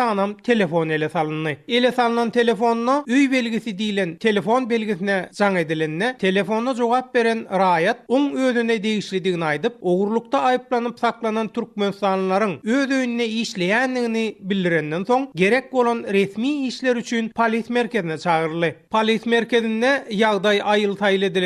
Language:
Turkmen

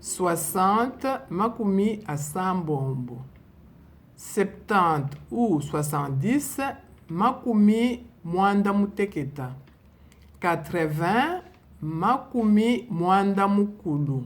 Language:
Luba-Lulua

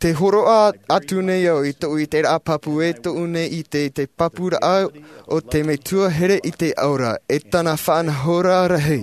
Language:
Tahitian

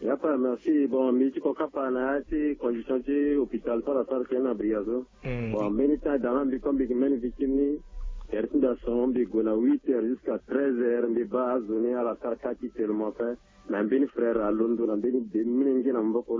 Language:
Sango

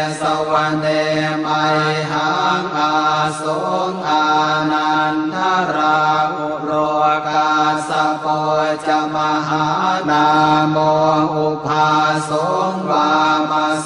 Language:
Pali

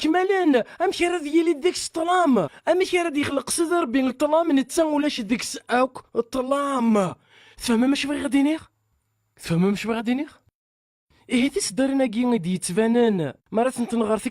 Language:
Kabyle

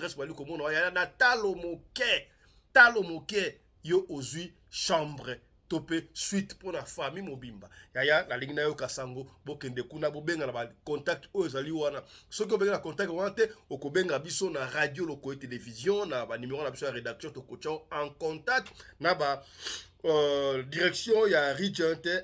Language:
Lingala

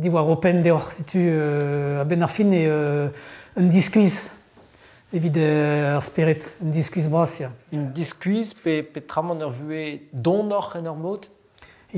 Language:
Breton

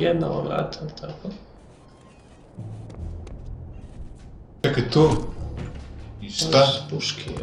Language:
Serbian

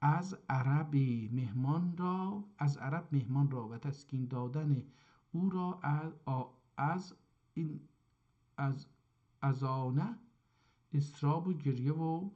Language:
South Azerbaijani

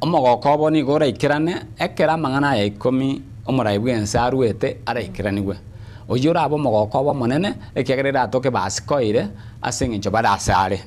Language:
Gusii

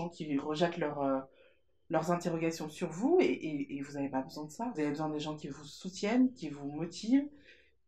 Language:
French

